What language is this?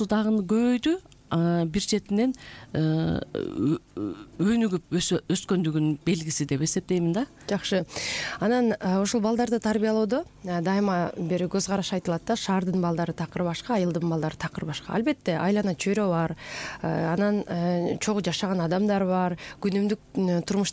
Kyrgyz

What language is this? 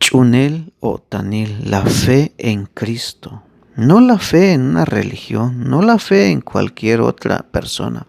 Tzeltal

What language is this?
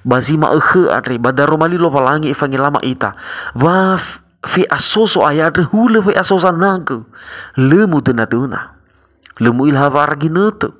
Nias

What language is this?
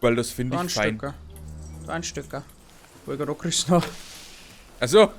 Bavarian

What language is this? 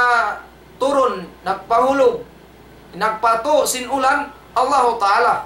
Tausug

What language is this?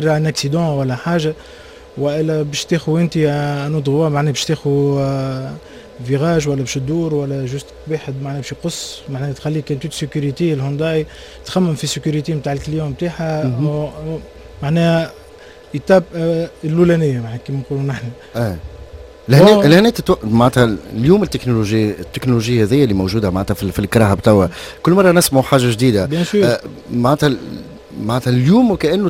Tunisian Arabic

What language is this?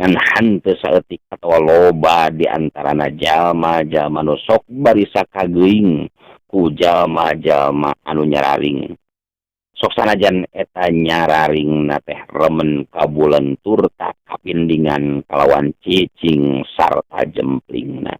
Sundanese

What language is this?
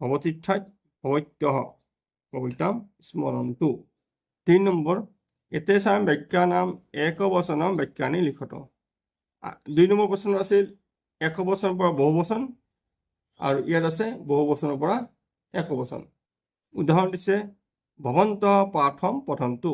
Assamese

